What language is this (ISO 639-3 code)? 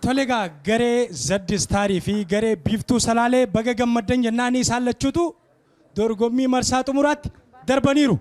orm